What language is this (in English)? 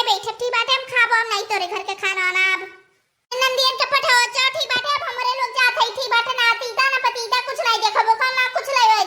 Awadhi